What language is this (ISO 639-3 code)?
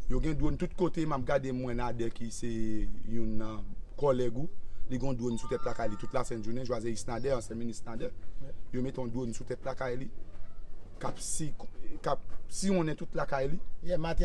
hat